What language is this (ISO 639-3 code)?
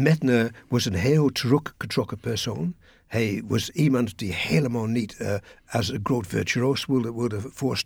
nld